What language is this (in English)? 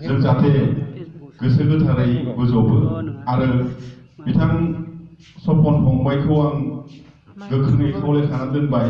Bodo